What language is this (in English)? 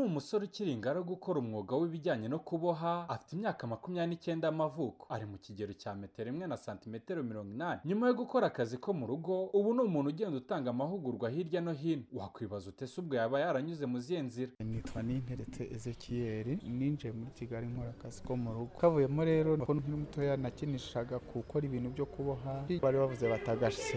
Kinyarwanda